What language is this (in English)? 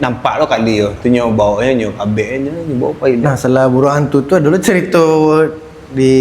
Minangkabau